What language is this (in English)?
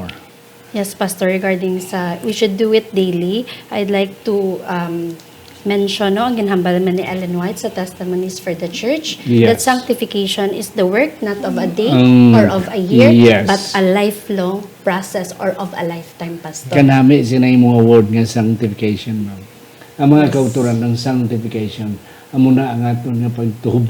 Hiligaynon